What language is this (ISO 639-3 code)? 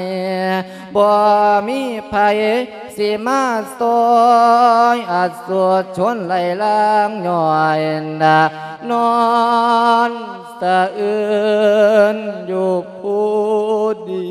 lao